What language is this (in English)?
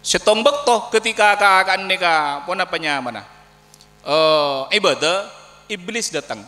Madurese